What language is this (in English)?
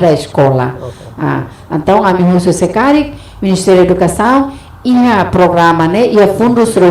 Tetum